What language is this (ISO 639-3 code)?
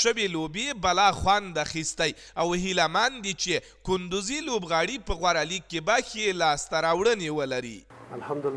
pus